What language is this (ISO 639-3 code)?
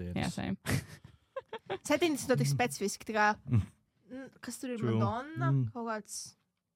lav